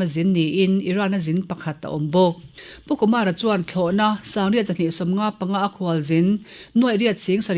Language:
Mizo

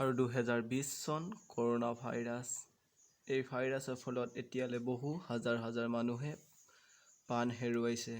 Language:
Assamese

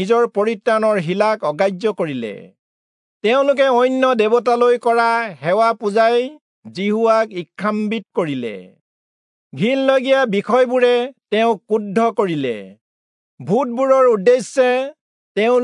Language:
Assamese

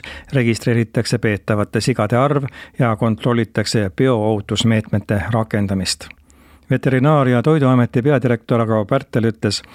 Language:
Estonian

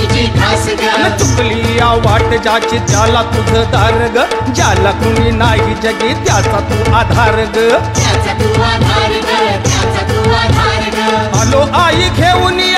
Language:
Marathi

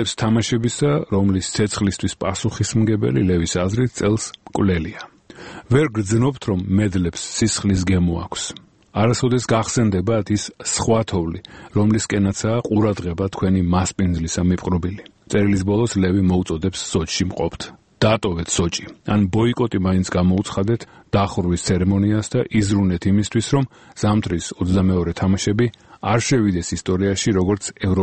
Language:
Georgian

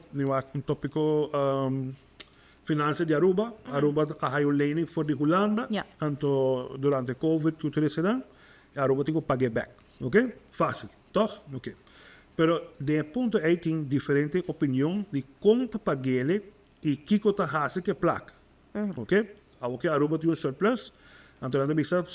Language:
Papiamento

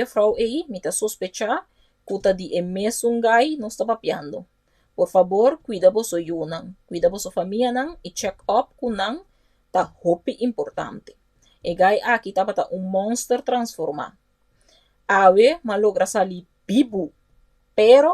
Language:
Papiamento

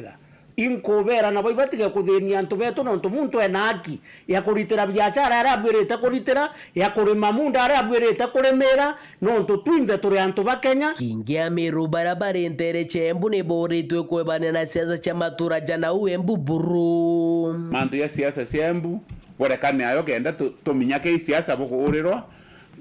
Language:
Meru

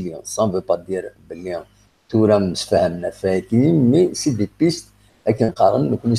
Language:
Kabyle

